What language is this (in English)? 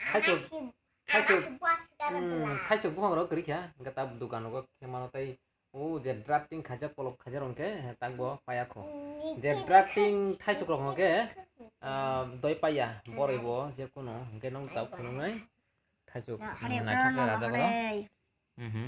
Kok Borok